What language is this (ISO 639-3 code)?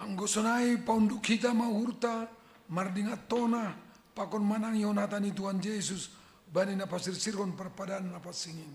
bts